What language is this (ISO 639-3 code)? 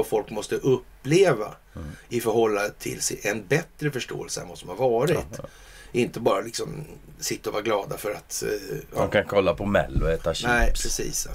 swe